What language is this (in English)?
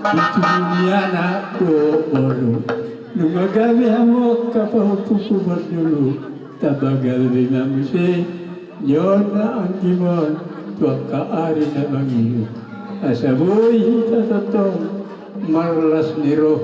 Batak Toba